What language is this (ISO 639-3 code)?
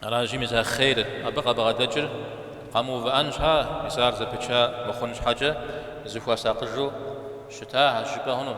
kbd